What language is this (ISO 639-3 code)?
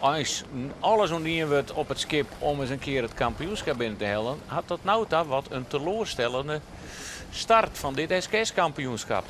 fry